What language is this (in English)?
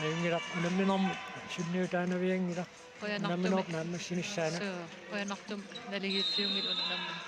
Kalaallisut